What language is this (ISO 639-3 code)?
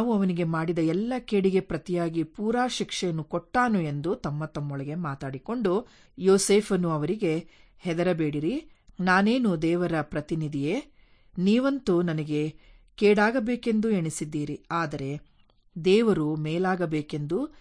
kan